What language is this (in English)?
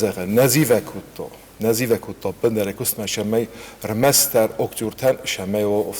Ossetic